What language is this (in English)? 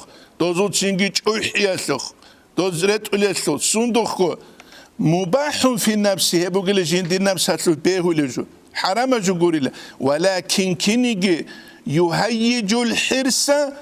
Avaric